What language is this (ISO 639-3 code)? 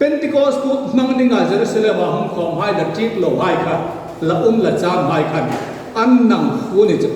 hmr